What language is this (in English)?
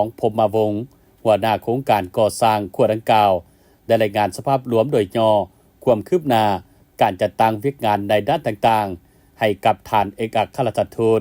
Lao